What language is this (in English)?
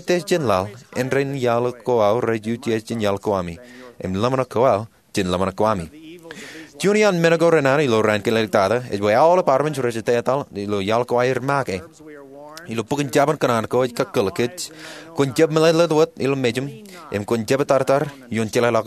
Marshallese